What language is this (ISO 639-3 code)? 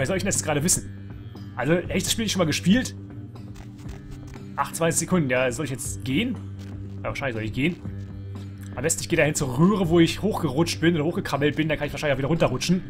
deu